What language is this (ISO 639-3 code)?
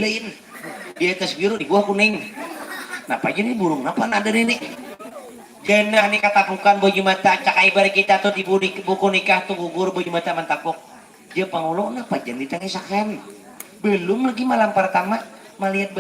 bjn